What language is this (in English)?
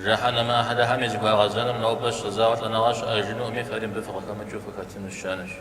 Kabardian